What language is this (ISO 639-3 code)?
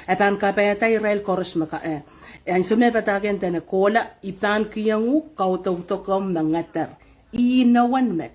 pon